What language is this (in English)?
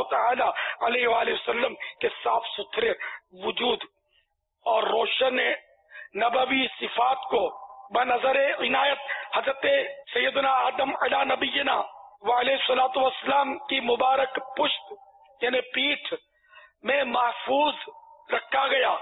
Urdu